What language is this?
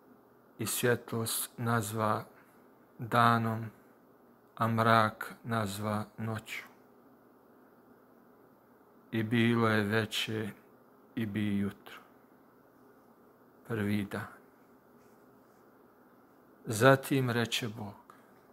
Bosnian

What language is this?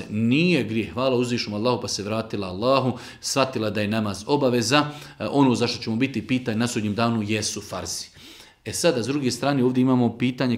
Bosnian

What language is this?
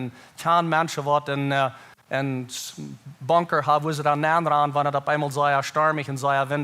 Plautdietsch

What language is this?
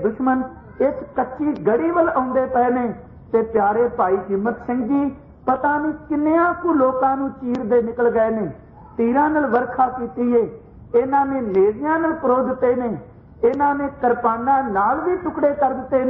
Punjabi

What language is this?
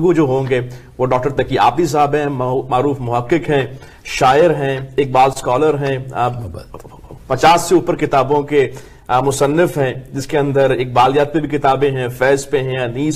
Urdu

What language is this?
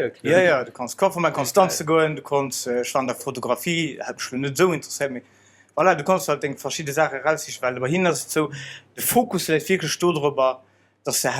Luxembourgish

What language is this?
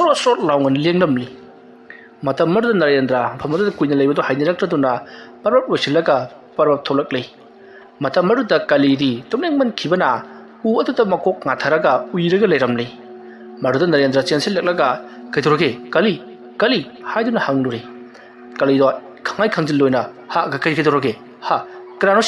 Manipuri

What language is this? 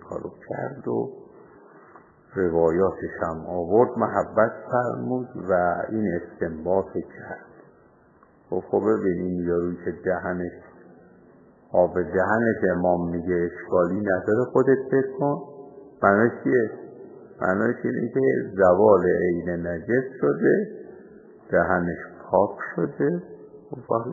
Persian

